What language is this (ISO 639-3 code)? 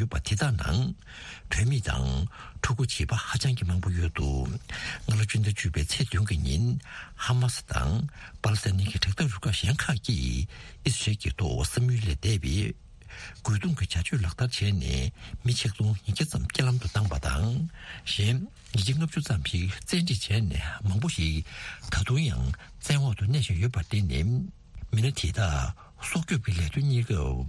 bod